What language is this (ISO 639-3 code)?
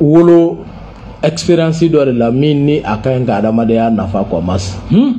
bam